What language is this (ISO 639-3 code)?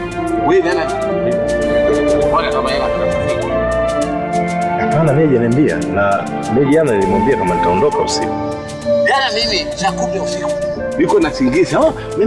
swa